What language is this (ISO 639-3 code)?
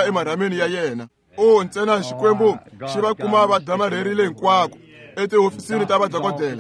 tso